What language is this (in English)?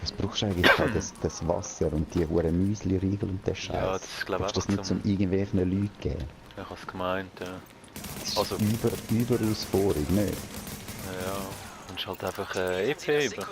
Swiss German